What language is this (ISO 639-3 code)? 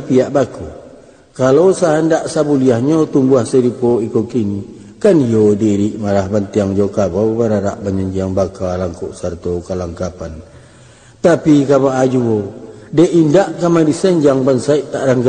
min